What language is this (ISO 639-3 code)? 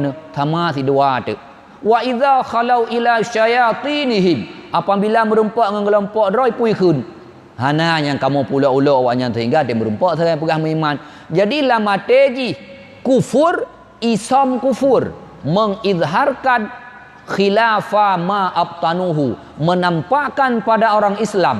ace